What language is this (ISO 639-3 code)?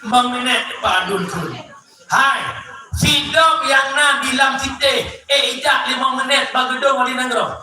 ace